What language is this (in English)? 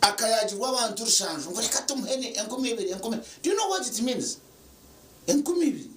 Nyankole